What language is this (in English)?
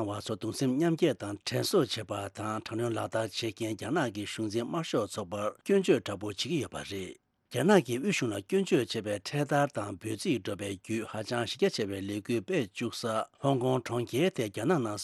Tibetan